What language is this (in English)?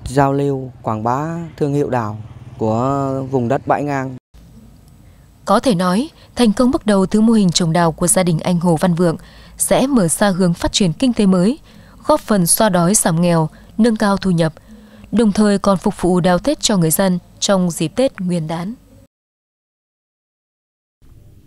Vietnamese